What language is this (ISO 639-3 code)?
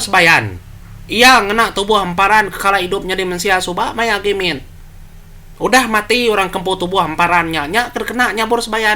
iba